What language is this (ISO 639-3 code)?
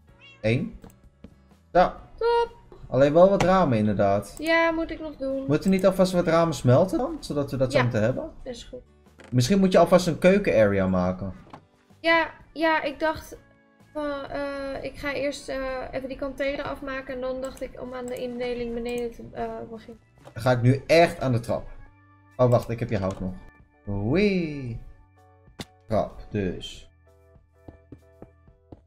nld